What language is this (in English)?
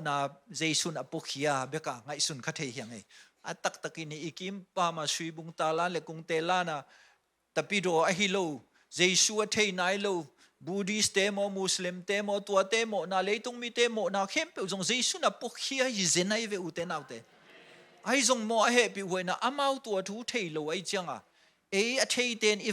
Tedim Chin